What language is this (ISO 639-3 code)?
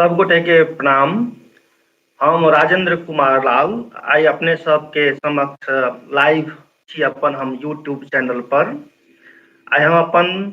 mai